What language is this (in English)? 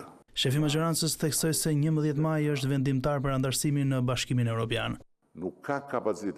Albanian